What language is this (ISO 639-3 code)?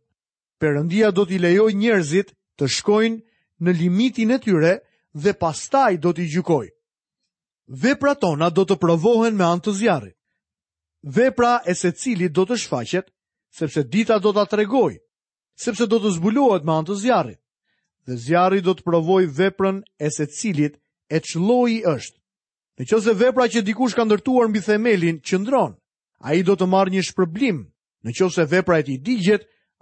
sqi